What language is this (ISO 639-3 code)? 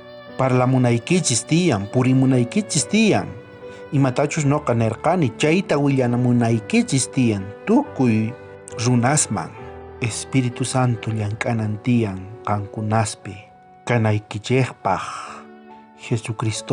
quh